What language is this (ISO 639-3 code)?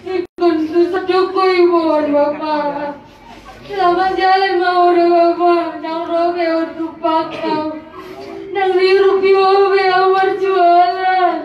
bbc